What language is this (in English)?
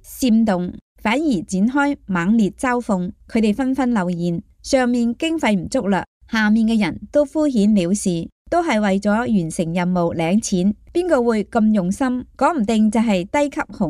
Cantonese